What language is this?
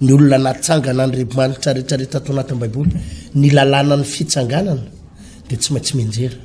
Malagasy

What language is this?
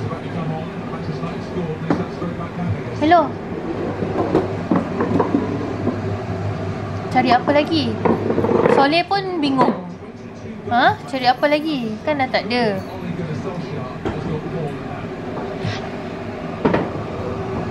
Malay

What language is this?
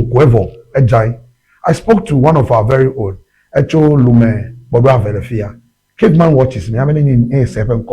Ewe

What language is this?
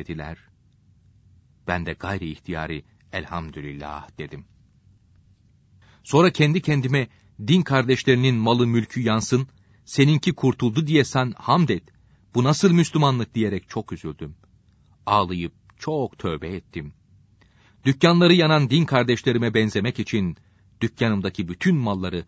Turkish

